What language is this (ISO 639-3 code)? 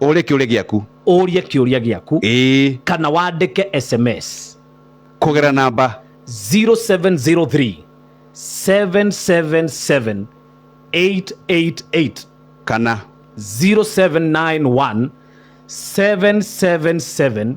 kik